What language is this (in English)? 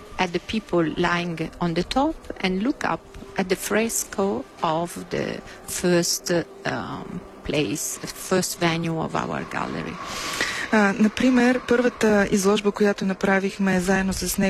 Bulgarian